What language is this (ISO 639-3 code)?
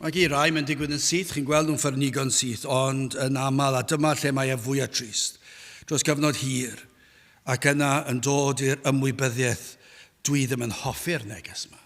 cym